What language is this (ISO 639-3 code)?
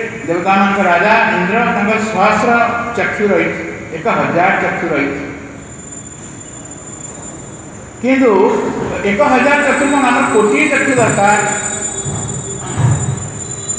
ori